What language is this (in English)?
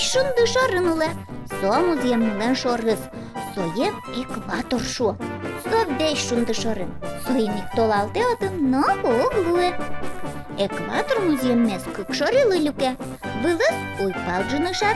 Udmurt